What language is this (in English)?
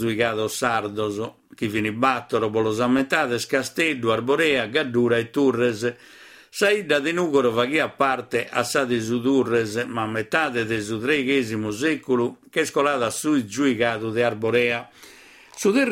Sardinian